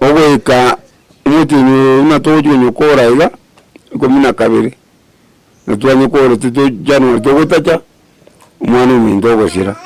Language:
Gusii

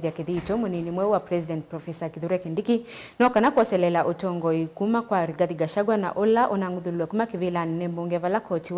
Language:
Kamba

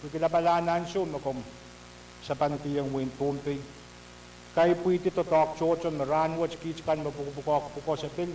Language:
Pohnpeian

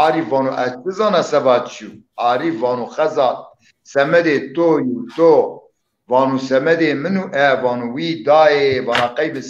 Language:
Zaza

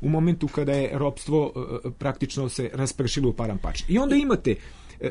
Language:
Serbian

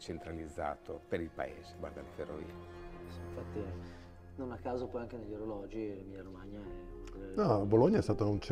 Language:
Italian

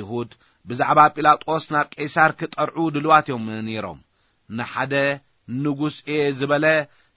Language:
Tigrinya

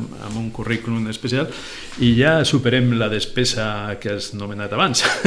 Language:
Catalan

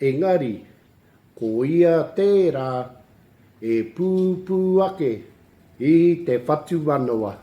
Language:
Māori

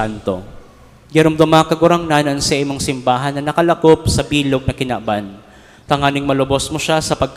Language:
Bikol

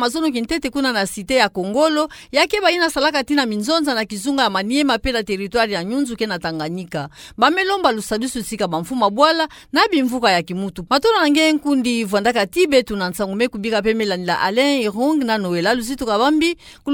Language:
Kituba (Democratic Republic of Congo)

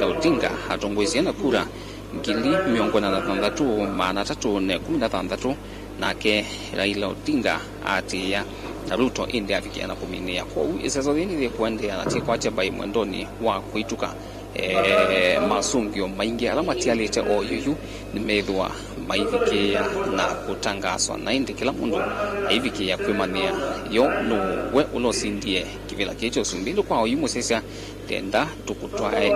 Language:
Kamba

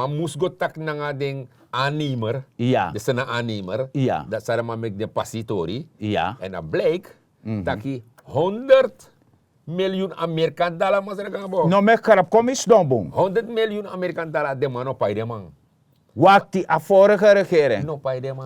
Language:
Sranan Tongo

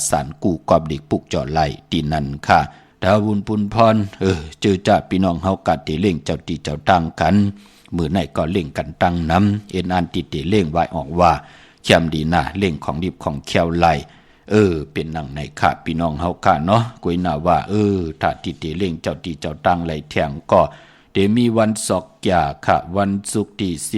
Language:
Shan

